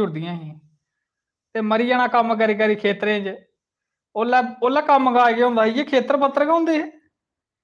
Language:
Dogri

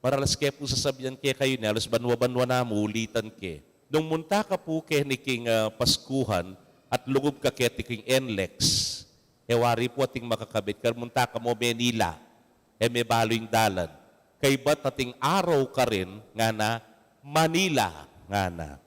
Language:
Pampanga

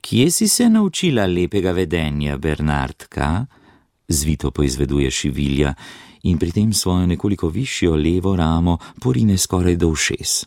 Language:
Slovenian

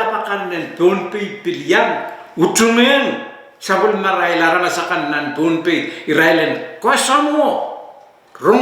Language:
Pohnpeian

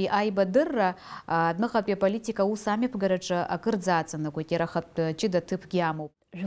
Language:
Abkhazian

